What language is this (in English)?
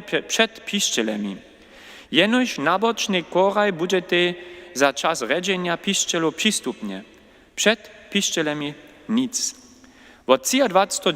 Upper Sorbian